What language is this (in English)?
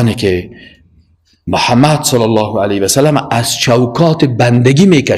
Persian